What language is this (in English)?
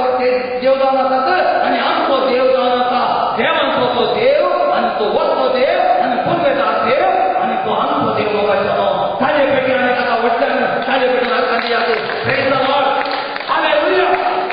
Konkani